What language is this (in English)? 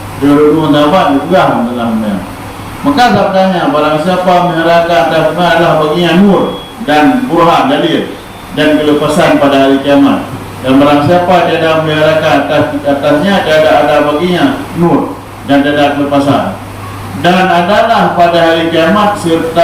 Achinese